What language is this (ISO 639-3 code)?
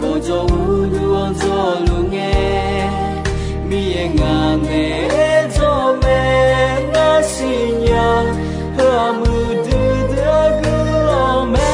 ahk